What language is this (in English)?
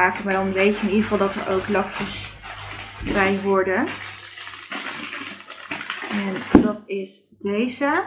Dutch